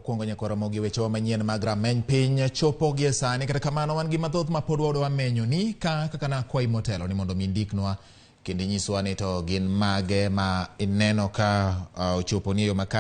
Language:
Luo (Kenya and Tanzania)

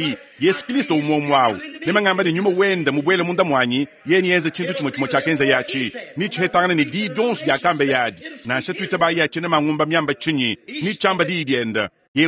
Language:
Luba-Lulua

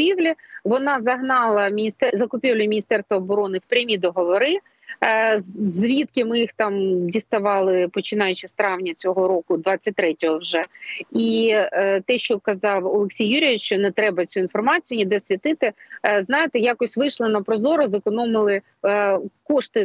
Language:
Ukrainian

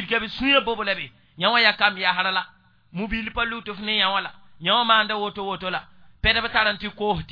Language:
Mossi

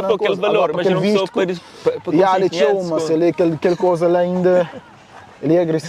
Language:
Kabuverdianu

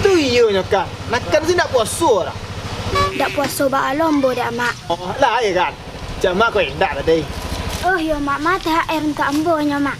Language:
Minangkabau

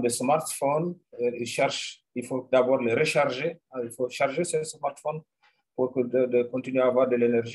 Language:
French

